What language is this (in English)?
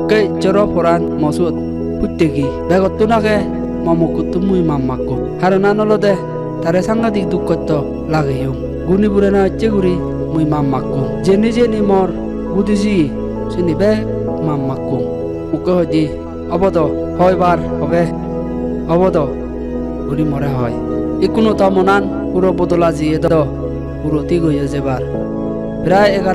Chakma